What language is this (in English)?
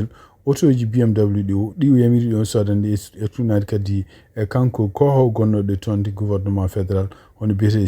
Fula